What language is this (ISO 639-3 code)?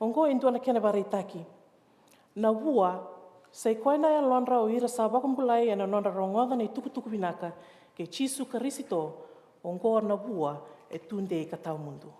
fij